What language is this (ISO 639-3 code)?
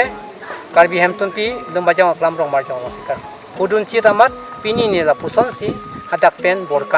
mjw